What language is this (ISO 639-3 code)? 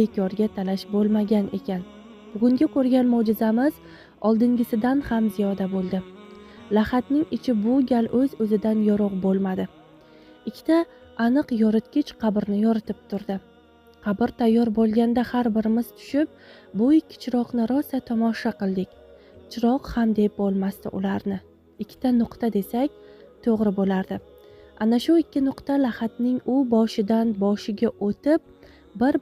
uzb